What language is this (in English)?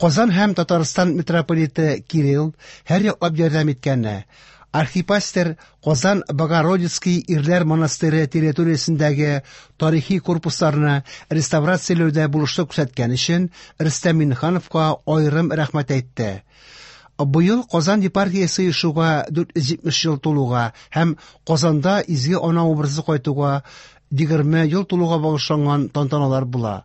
Tatar